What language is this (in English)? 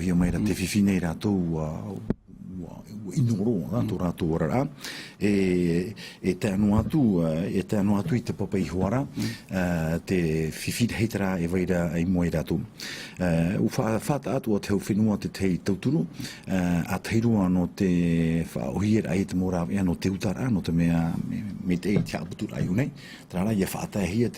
Tahitian